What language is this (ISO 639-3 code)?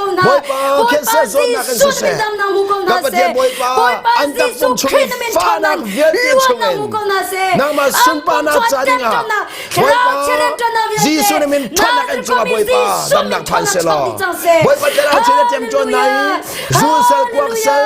cnh